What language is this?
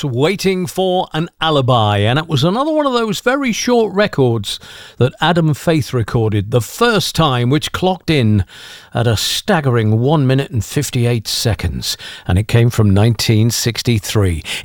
English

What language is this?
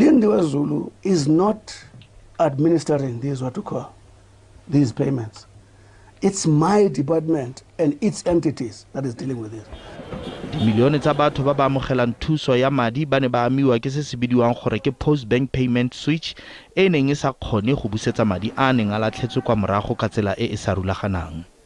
Tswana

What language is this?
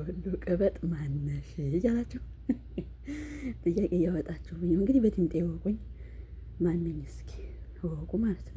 Amharic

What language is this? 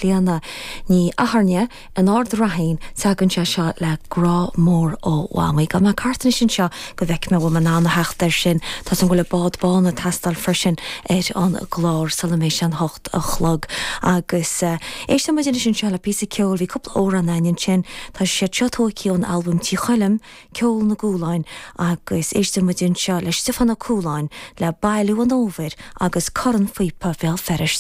Irish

